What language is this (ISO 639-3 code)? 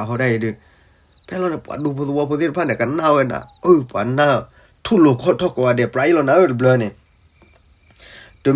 ksw